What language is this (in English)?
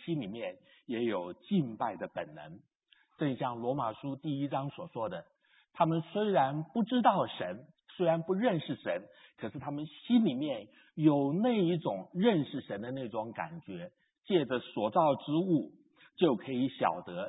Chinese